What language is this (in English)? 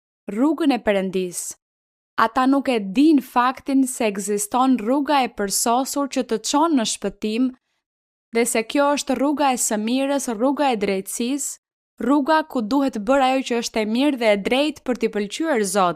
Albanian